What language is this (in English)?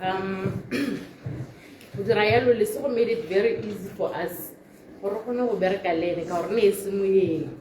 Tswana